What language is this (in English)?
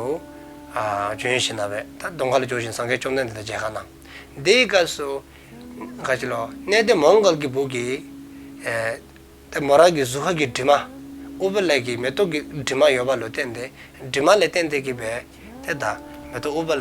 Dzongkha